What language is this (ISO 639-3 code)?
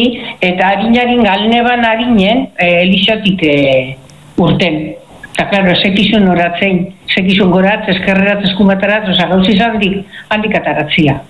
eus